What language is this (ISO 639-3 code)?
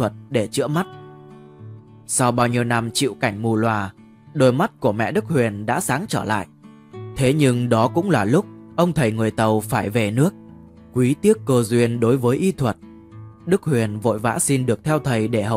vie